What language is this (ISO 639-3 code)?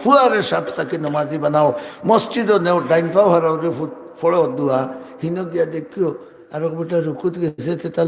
syl